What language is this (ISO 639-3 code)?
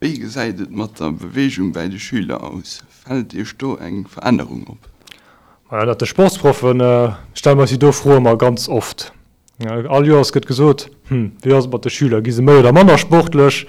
ltz